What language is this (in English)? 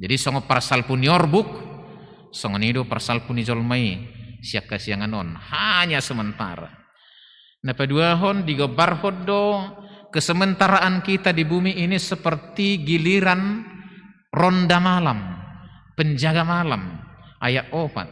Batak Toba